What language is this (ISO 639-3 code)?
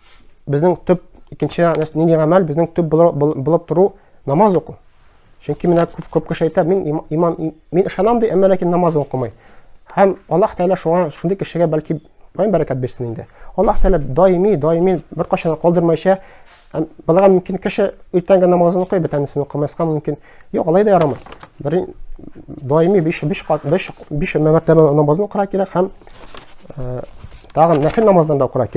tat